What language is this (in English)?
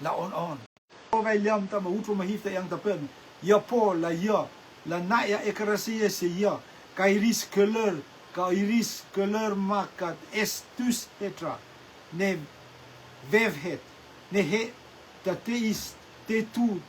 Rotuman